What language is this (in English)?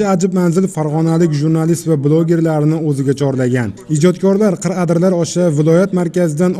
Uzbek